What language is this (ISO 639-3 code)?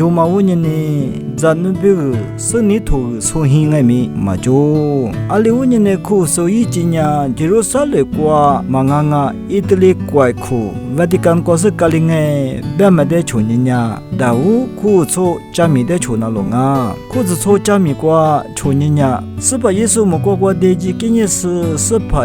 lis